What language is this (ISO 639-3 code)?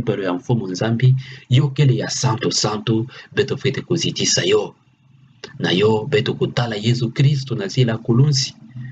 ktu